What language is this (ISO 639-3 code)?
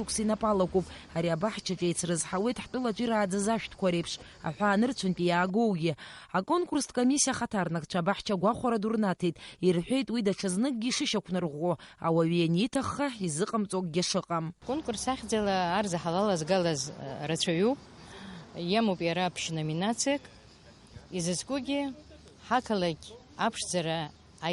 abk